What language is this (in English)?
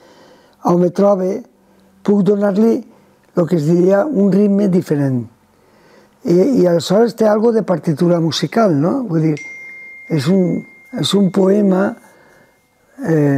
Catalan